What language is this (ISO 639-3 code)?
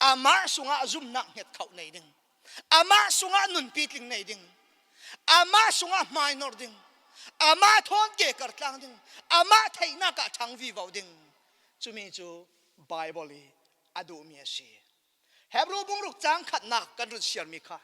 cfm